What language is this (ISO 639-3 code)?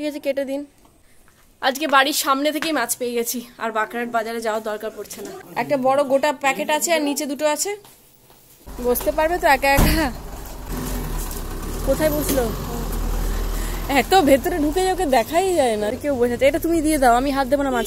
ben